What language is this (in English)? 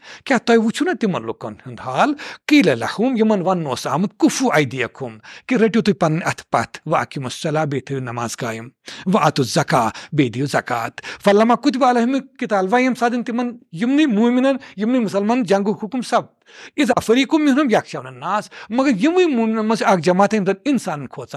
Kashmiri